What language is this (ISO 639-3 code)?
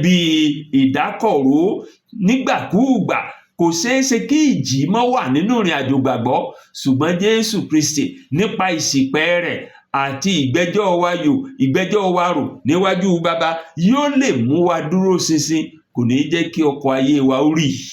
yor